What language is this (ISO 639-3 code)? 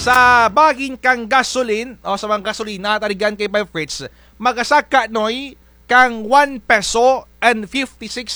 krj